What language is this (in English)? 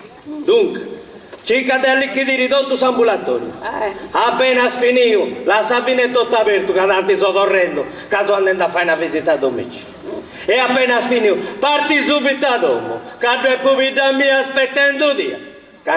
Sardinian